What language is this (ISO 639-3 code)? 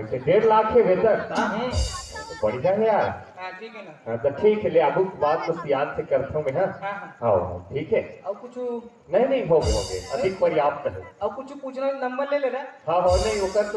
hne